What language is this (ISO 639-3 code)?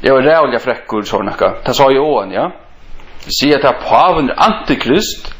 fao